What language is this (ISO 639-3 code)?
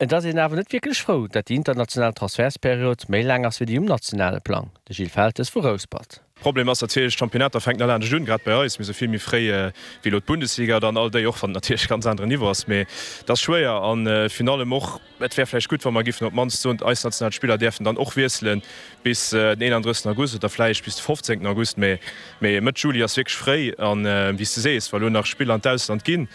ltz